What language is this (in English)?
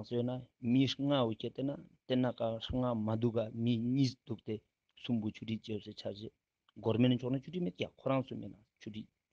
Ladakhi